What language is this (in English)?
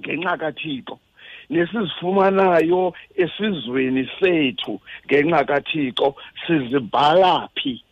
Xhosa